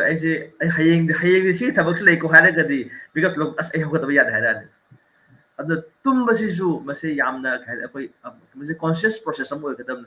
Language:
Manipuri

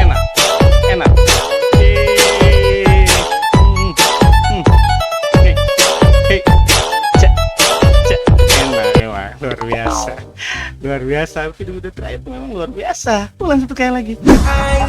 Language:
Ambonese Malay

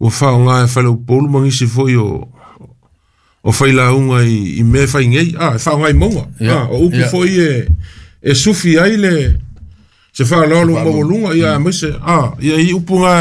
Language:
Samoan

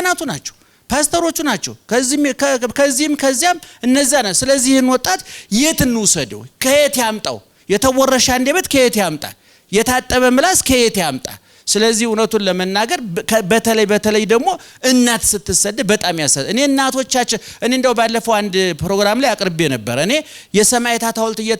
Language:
Amharic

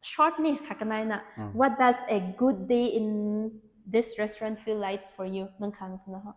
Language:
Rongmei Naga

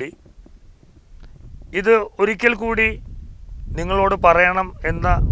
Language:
Malayalam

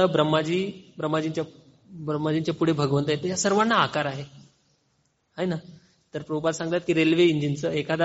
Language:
Marathi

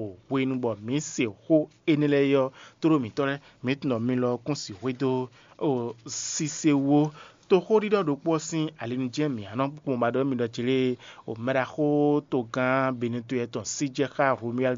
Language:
Fon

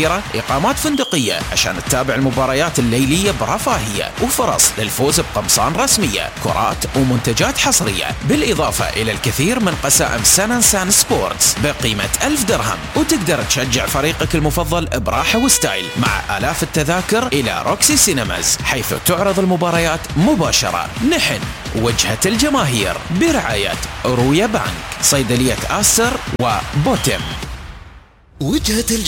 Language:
Arabic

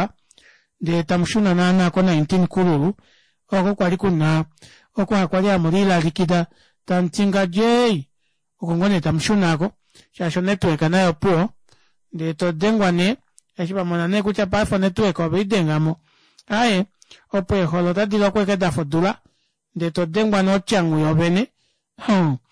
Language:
Kuanyama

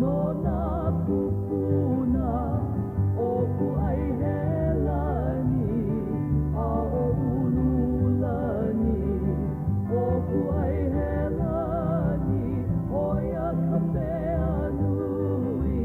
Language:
Hawaiian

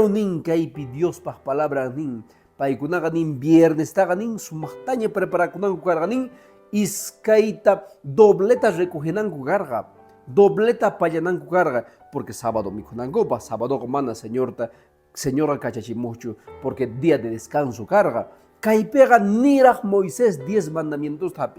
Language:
Quechua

